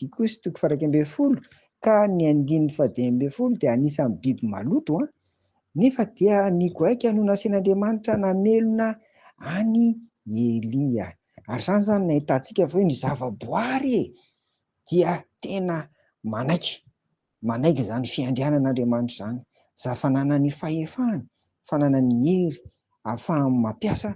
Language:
Malagasy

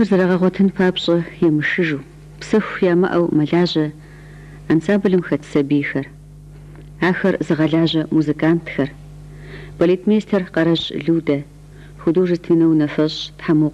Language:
Kabardian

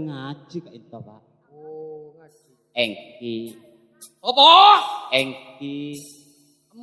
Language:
Madurese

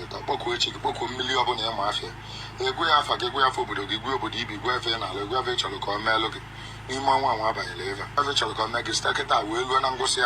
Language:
Igbo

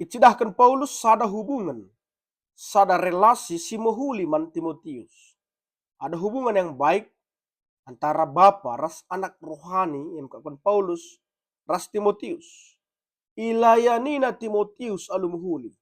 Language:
Batak Karo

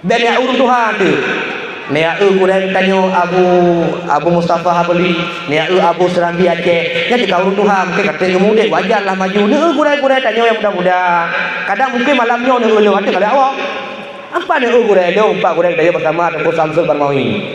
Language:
Achinese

